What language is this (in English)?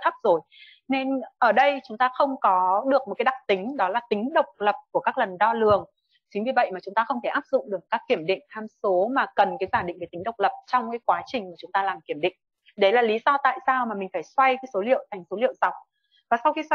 Vietnamese